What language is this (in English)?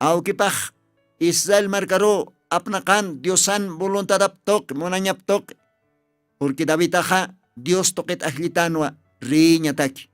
Aymara